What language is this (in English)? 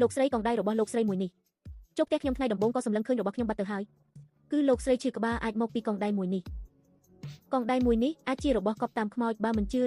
Khmer